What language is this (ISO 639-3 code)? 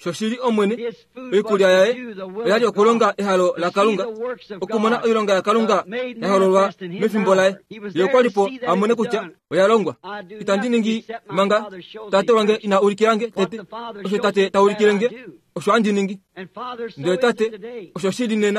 kua